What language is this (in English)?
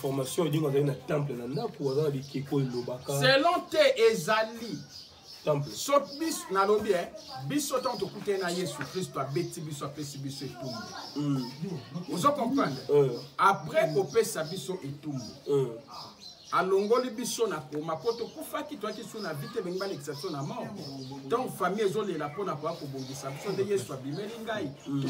Lingala